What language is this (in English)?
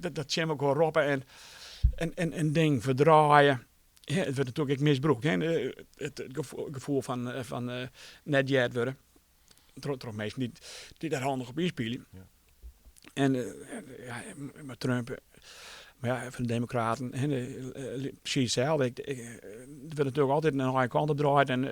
Western Frisian